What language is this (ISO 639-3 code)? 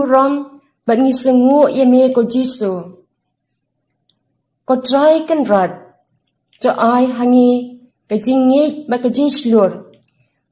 kha